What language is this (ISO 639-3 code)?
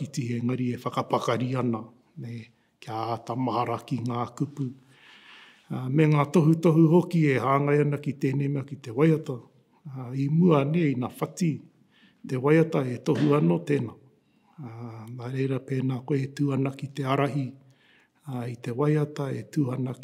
mri